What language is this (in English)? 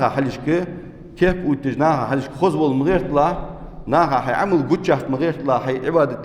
Ingush